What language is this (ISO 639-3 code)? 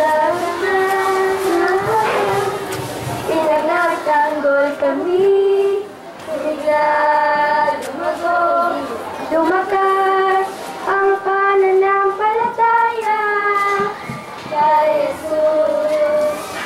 fil